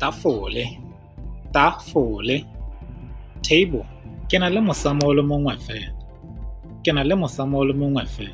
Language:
Tswana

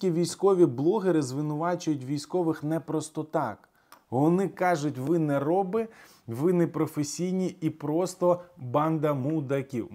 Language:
Ukrainian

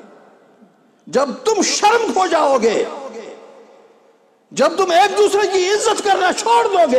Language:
Urdu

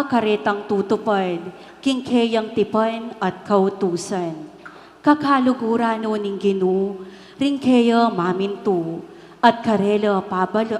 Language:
Pampanga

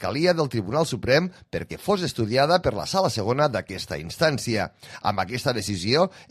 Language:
Catalan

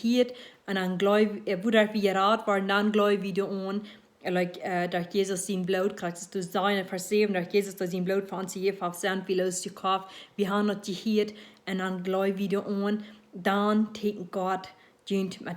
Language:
Plautdietsch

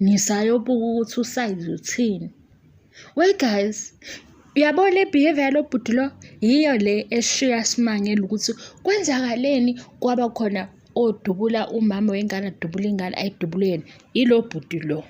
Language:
Zulu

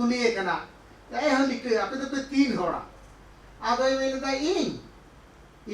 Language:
Santali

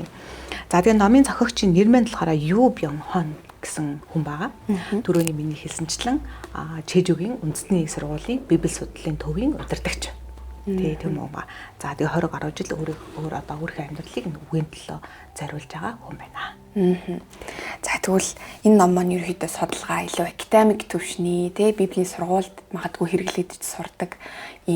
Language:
Mongolian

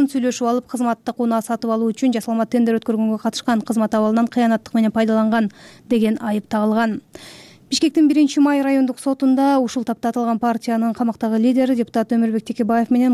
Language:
Kyrgyz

